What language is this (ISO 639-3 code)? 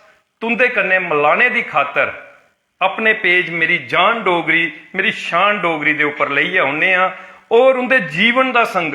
doi